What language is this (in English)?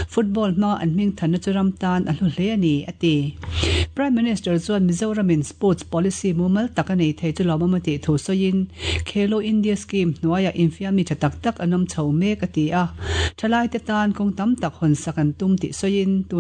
Mizo